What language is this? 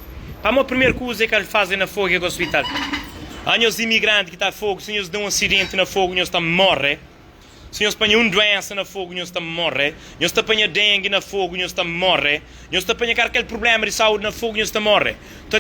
Kabuverdianu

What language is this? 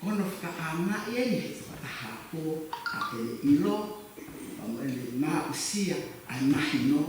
Tongan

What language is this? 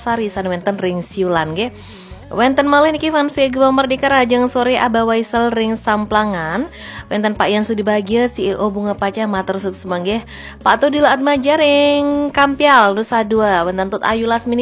Balinese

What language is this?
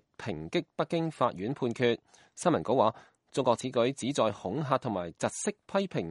Cantonese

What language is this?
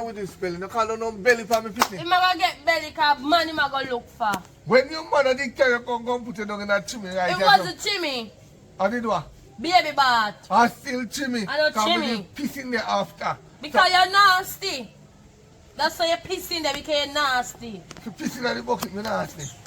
Jamaican Creole English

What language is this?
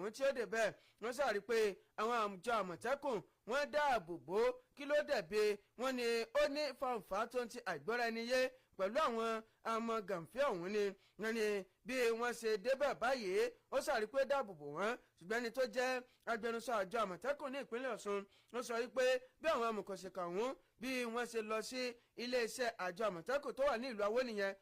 Yoruba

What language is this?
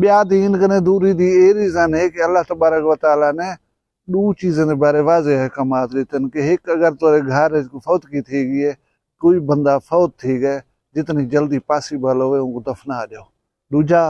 Saraiki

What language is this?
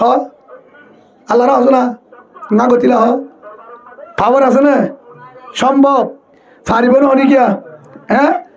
Rohingya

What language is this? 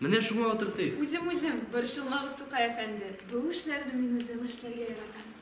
Tatar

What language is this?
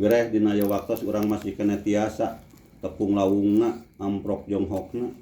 Sundanese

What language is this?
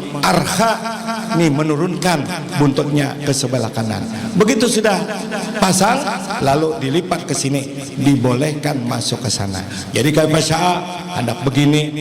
Banjar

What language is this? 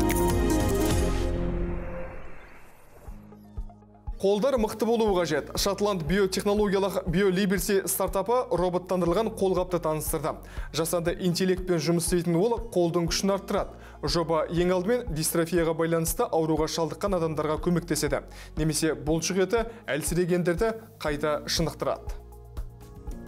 Kazakh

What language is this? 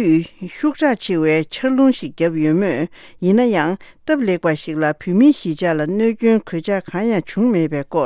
Tibetan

